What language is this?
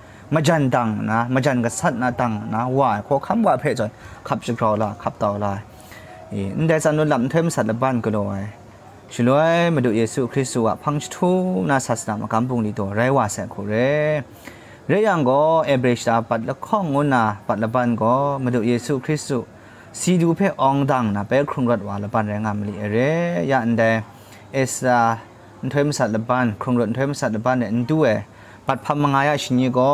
Kachin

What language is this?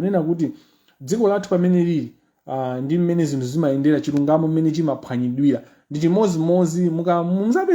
Nyanja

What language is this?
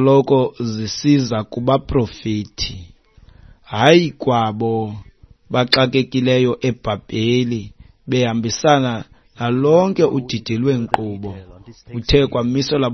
Xhosa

